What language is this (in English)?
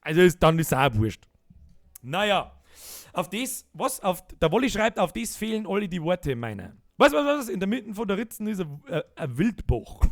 Bavarian